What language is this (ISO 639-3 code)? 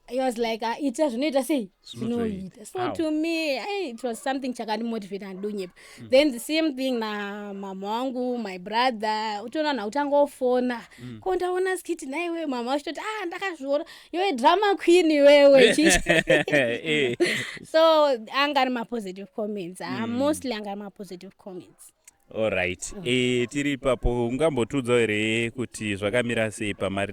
sna